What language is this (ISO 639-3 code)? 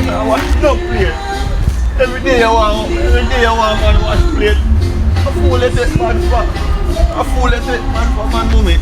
jam